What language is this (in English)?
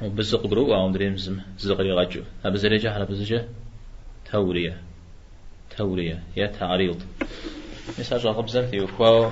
Kabardian